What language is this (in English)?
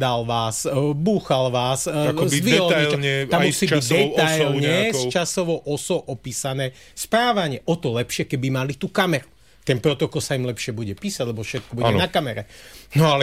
Slovak